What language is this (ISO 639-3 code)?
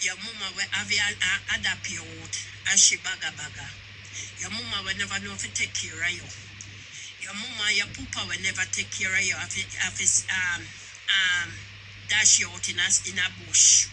jam